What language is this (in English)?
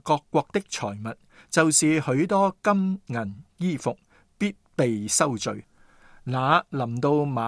Cantonese